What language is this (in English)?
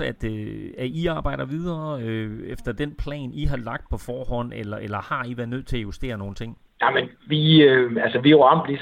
Danish